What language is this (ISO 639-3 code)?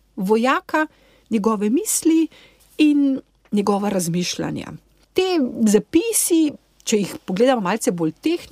slv